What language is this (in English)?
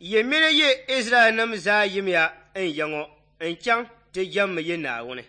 Dagbani